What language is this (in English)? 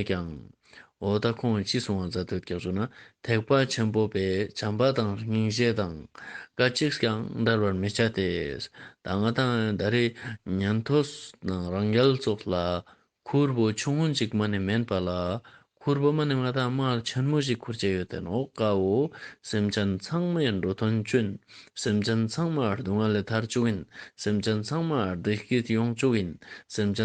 Ladakhi